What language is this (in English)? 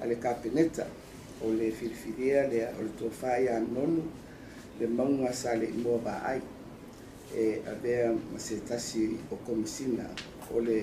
Samoan